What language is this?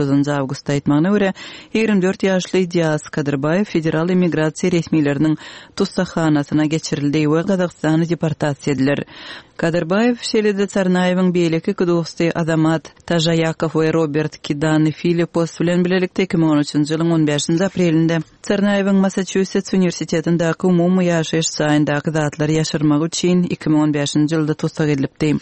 Kyrgyz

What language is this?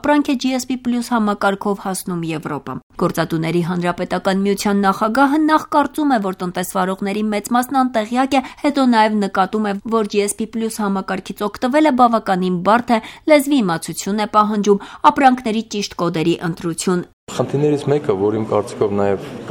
Armenian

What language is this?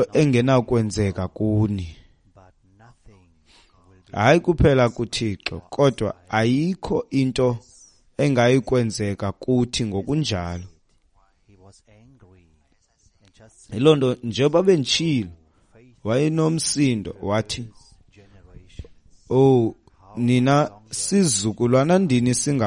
Xhosa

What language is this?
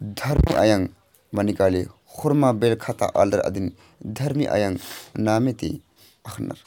Kurukh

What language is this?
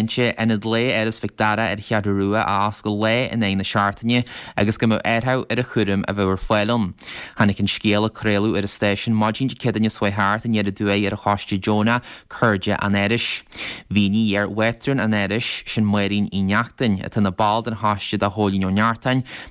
Irish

